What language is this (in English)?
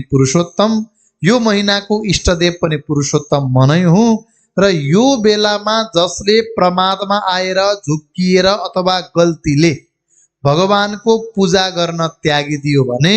Nepali